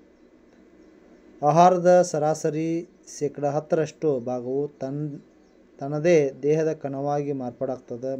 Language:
Kannada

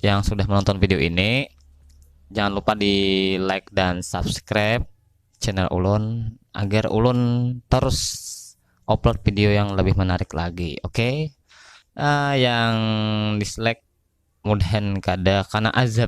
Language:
Banjar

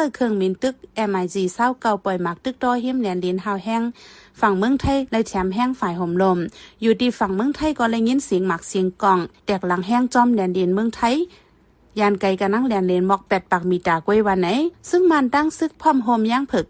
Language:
Shan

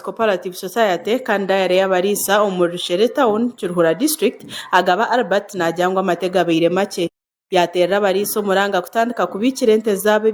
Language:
Nyankole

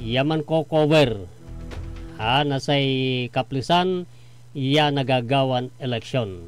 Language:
Pangasinan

